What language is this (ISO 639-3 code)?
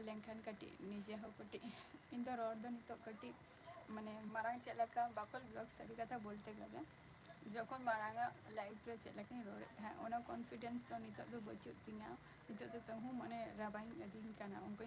sat